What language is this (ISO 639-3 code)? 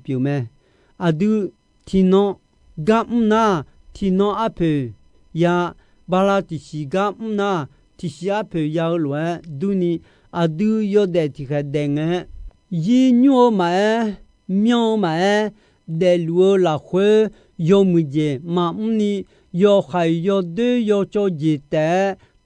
ahk